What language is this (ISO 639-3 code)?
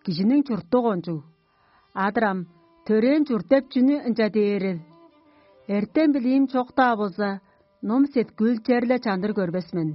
tyv